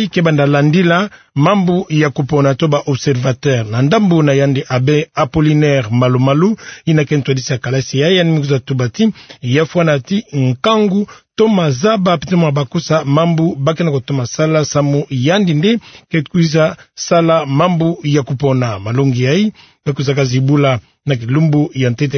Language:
Kituba (Democratic Republic of Congo)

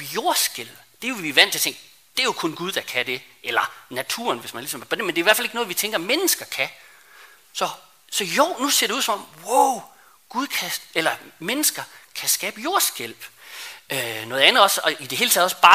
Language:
Danish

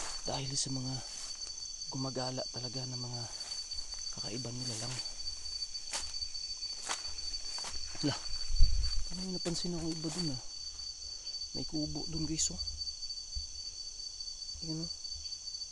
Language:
Filipino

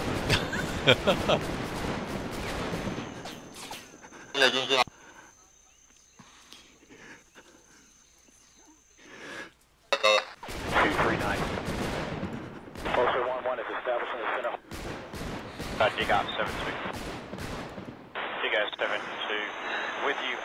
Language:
Chinese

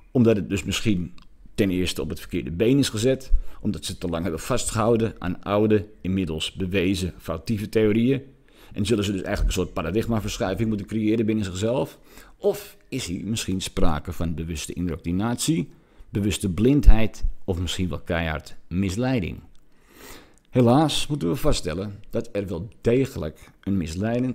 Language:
Dutch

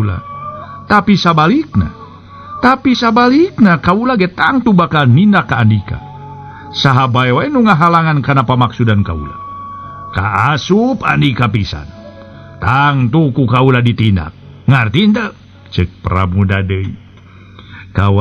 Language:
Sundanese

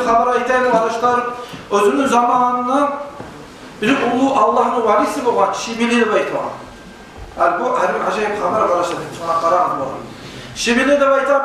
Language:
Kumyk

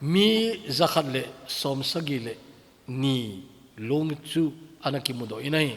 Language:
Thado Chin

